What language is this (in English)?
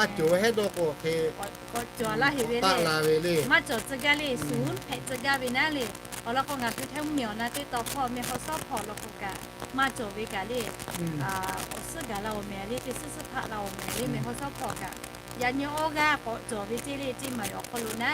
Lahu